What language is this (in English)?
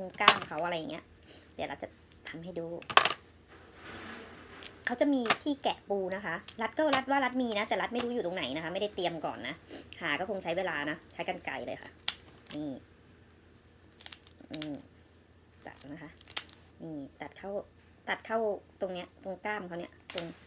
Thai